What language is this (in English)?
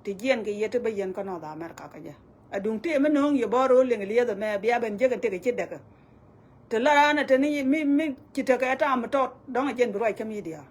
Nuer